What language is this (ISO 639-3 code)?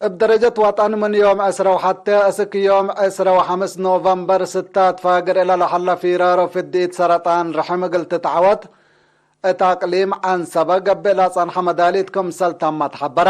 tig